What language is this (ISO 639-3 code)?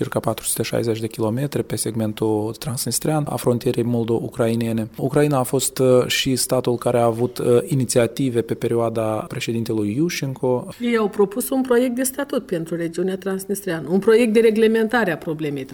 ron